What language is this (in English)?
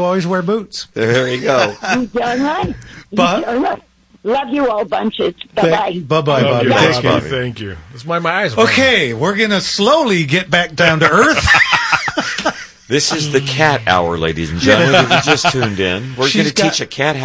English